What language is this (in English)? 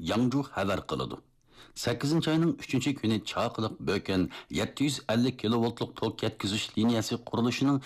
Uyghur